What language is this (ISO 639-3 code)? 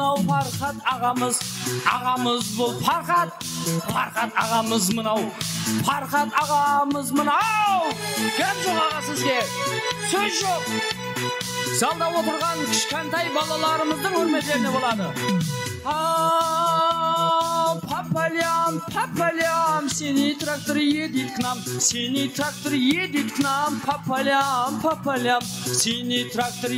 kaz